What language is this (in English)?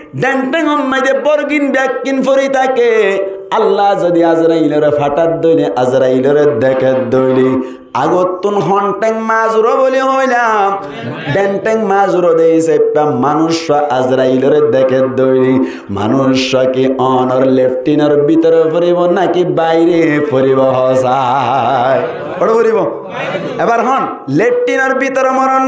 Rohingya